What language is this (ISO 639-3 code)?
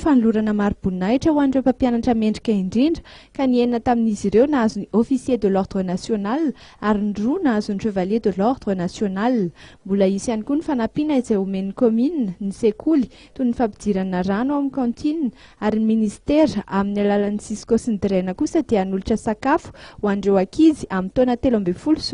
mlg